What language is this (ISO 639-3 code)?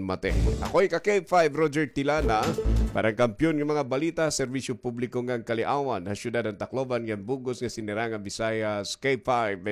war